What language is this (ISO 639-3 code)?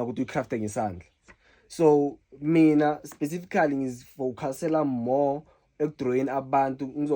zul